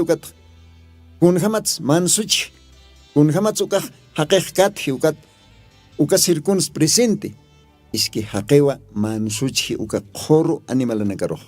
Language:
Aymara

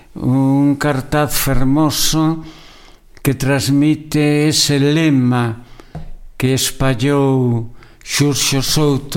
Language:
Galician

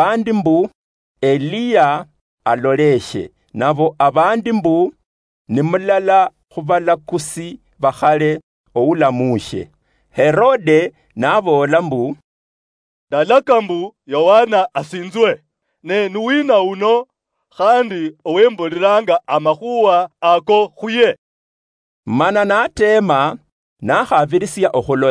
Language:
Luyia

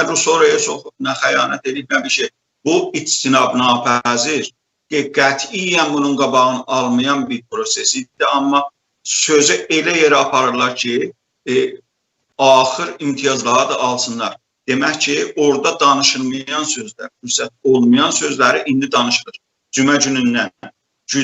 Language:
South Azerbaijani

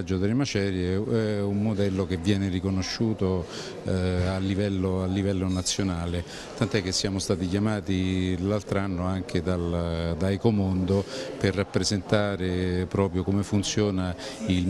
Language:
Italian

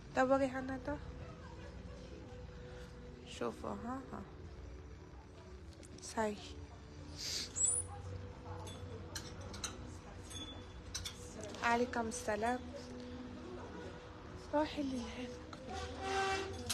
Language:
Algerian Arabic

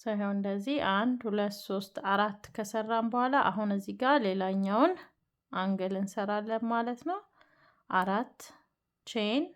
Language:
Amharic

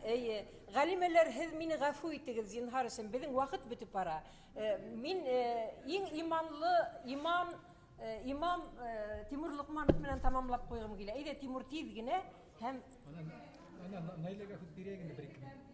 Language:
Bashkir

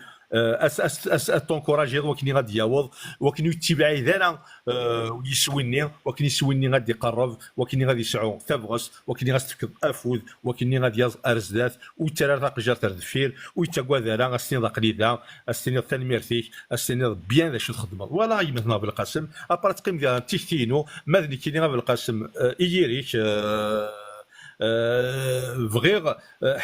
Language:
Kabyle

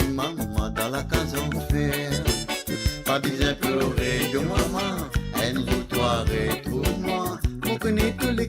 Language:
Morisyen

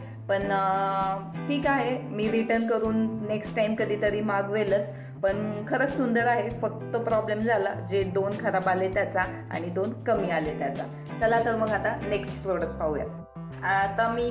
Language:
Marathi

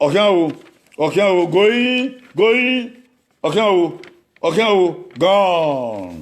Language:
Bini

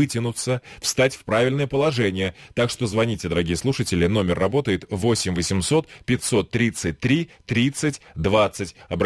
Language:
Russian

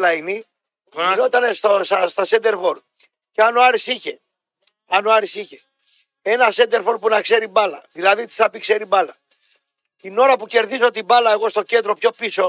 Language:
Greek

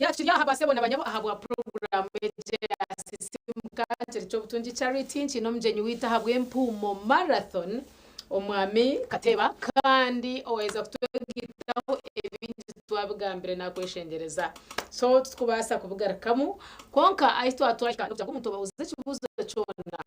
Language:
Nyankole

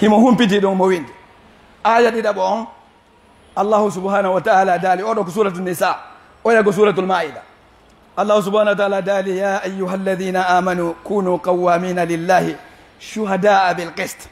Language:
Fula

